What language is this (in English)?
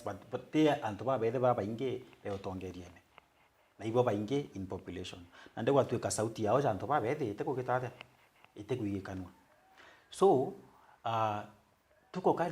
Meru